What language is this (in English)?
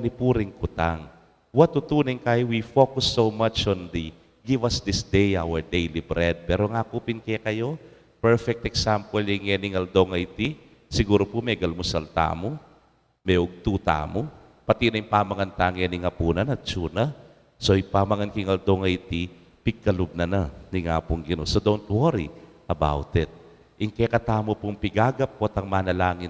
Pampanga